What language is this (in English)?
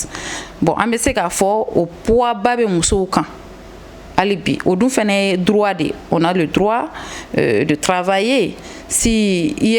Bambara